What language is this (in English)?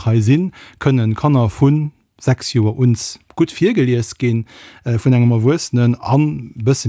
Luxembourgish